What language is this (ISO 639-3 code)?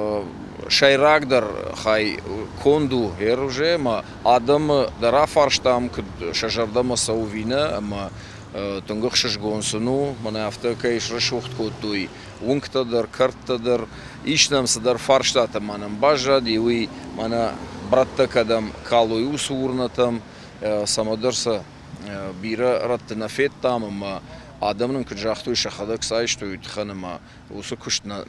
oss